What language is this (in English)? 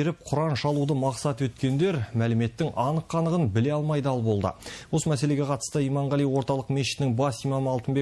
Kazakh